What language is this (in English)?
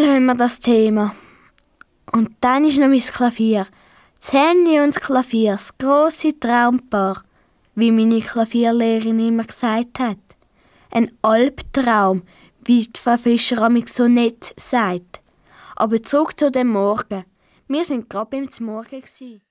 Swiss German